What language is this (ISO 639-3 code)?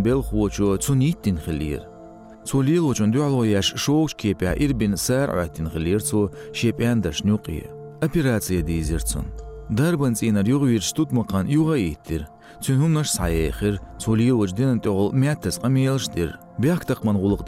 che